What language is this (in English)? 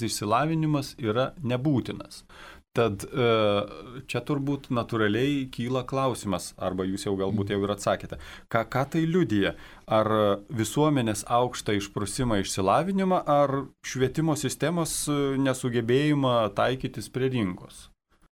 Lithuanian